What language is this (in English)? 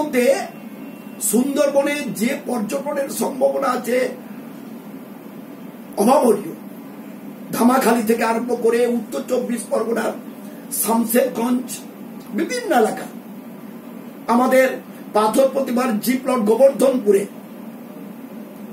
Bangla